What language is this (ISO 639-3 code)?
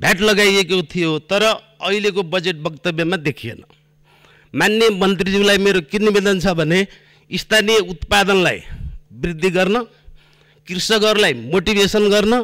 nep